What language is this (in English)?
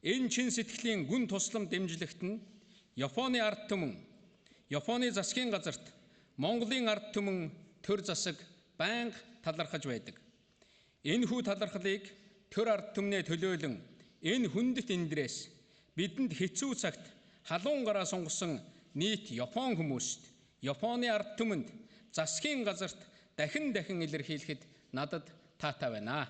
Mongolian